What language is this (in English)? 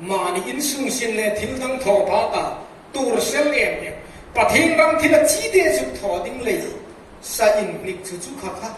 Hmar